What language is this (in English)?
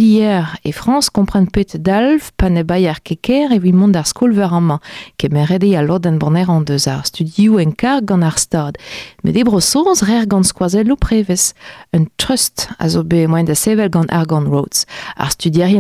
Breton